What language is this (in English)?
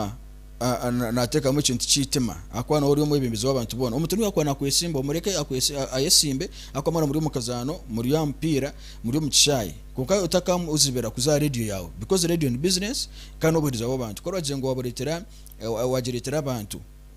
Nyankole